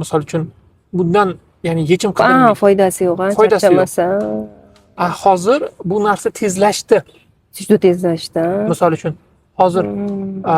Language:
Uzbek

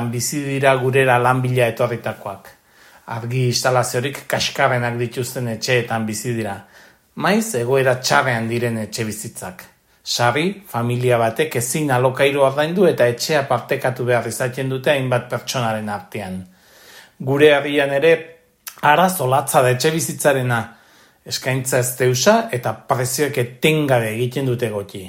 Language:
Basque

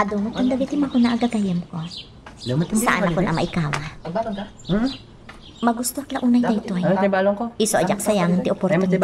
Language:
Iloko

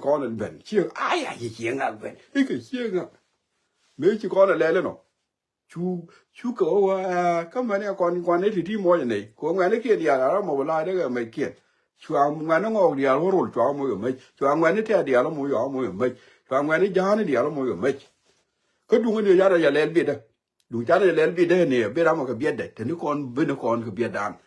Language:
Nuer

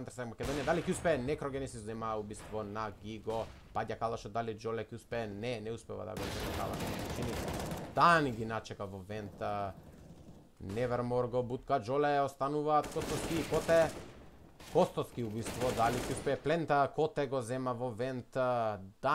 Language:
Macedonian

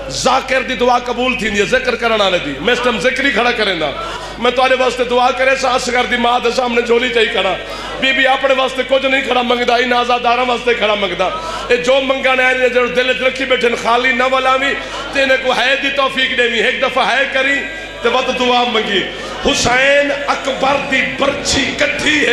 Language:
Saraiki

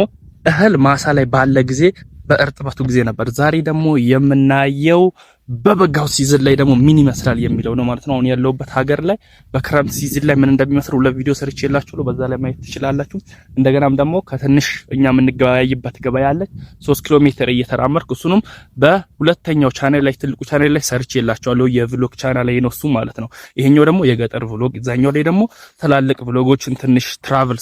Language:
Amharic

